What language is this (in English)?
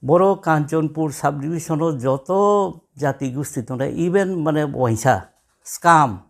Riang (India)